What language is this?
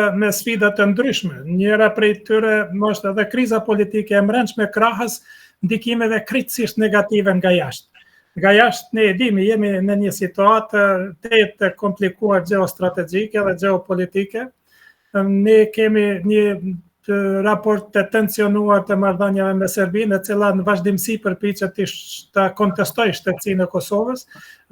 Albanian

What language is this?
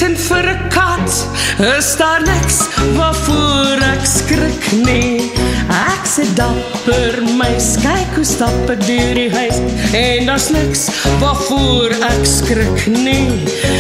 Afrikaans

